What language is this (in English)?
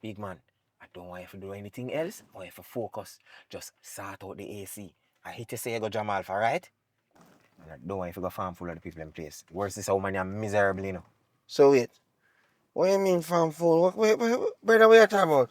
Jamaican Creole English